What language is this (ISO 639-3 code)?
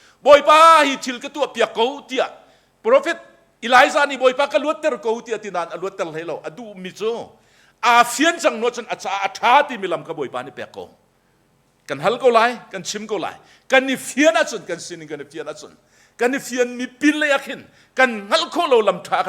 cnh